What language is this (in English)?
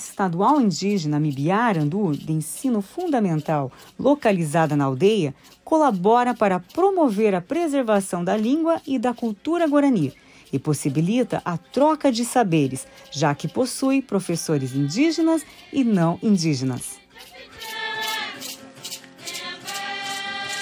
Portuguese